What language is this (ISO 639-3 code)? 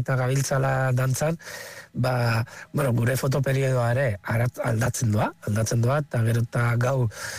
eus